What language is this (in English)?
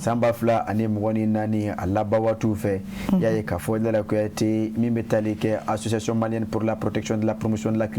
Bambara